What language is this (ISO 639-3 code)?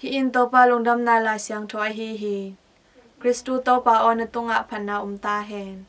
ctd